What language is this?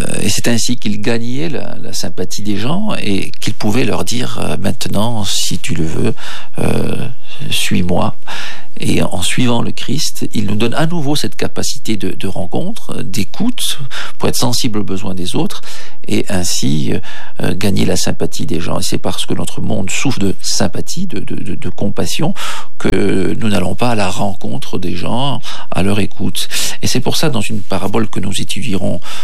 French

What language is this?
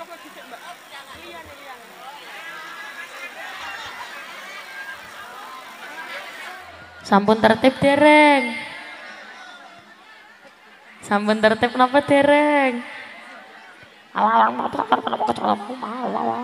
Javanese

